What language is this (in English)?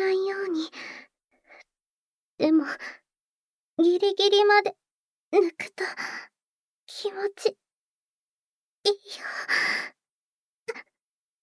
Japanese